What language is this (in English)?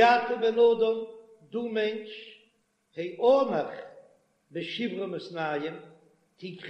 Yiddish